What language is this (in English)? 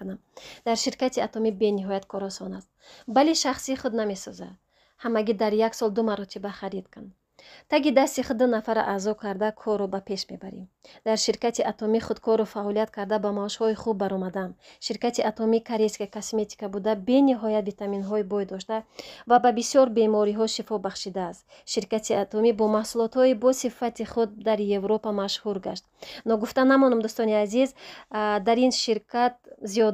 Tajik